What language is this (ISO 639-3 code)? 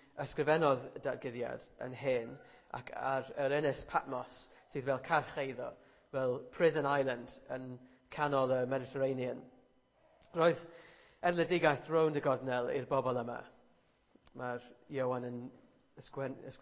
cym